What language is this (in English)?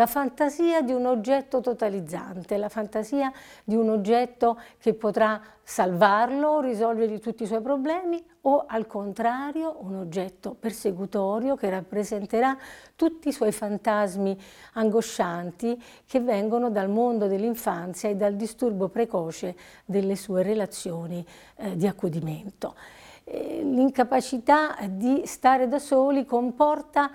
Italian